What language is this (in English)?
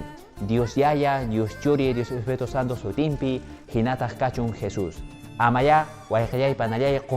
Quechua